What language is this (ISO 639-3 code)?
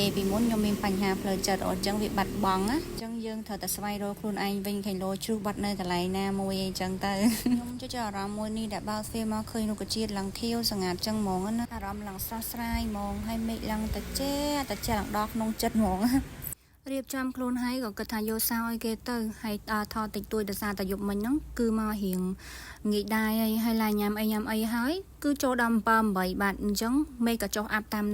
khm